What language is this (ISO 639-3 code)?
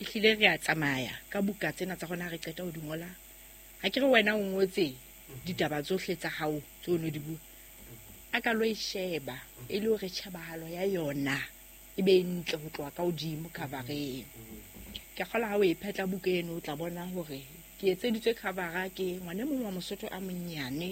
sot